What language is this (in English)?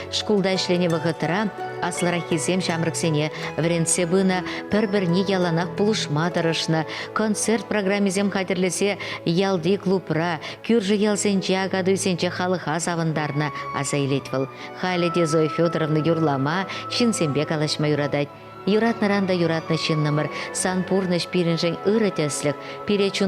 Chuvash